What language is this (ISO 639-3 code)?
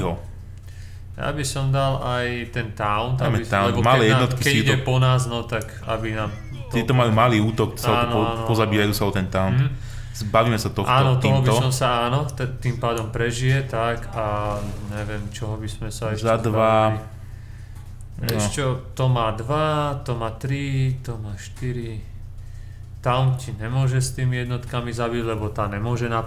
slk